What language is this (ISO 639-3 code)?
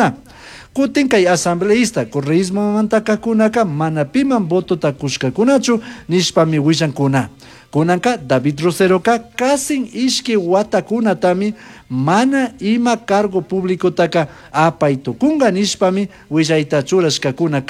qug